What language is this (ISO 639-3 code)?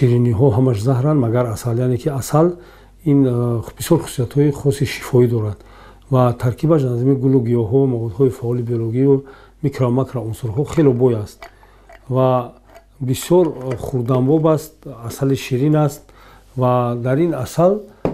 tgk